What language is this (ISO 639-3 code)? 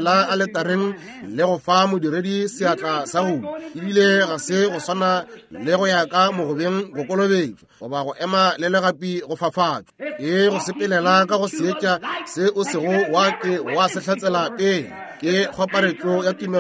nso